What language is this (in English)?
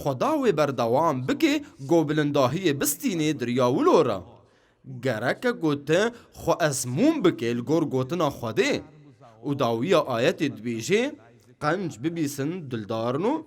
Kurdish